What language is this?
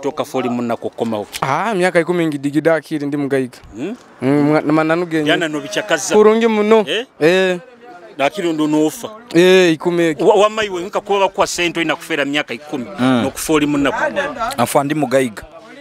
Nyoro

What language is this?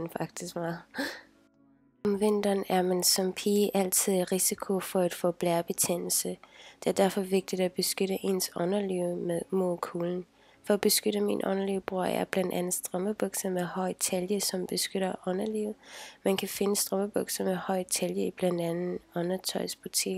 Danish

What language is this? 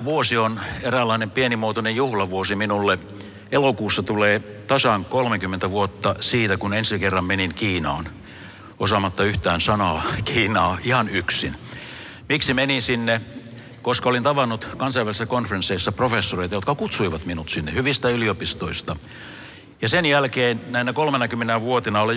Finnish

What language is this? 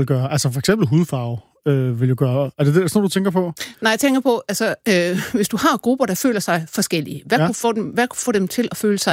Danish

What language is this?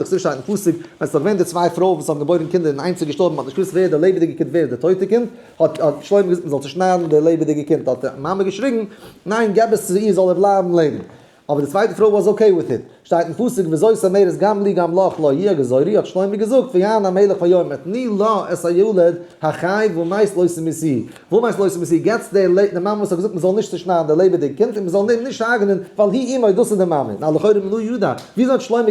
Yiddish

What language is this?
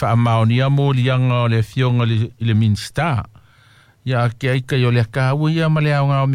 Samoan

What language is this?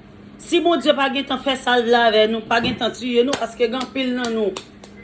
Haitian Creole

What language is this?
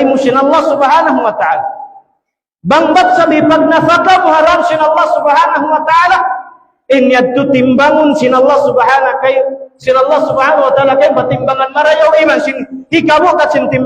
Tausug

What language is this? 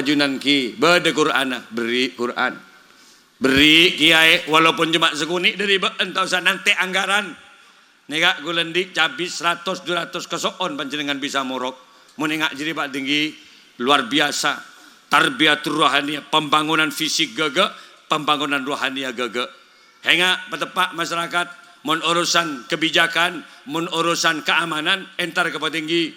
Madurese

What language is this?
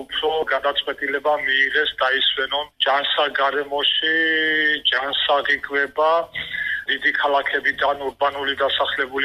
Georgian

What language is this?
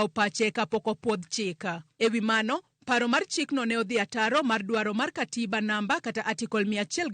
Luo (Kenya and Tanzania)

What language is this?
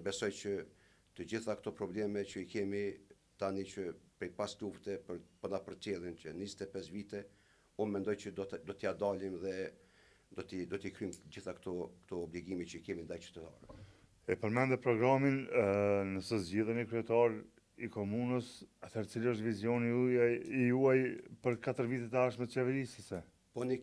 Albanian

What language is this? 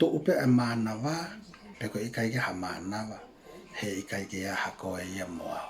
Tongan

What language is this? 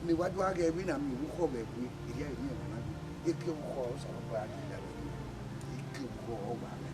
Bini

